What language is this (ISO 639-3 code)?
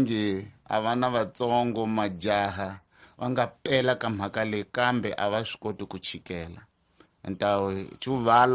tso